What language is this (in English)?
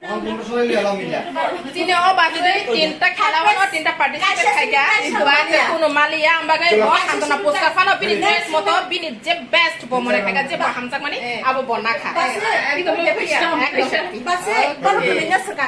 Kok Borok